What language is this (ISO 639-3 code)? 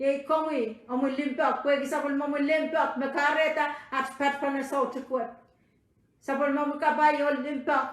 pon